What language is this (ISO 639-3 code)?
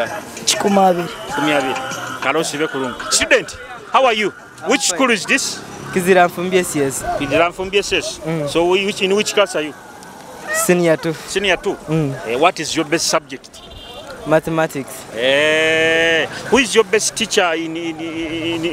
nyo